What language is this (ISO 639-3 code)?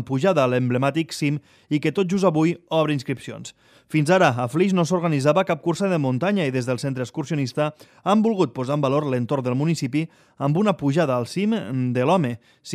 cat